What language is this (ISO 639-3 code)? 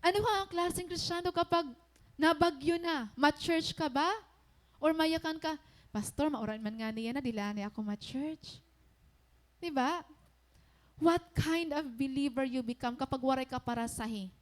war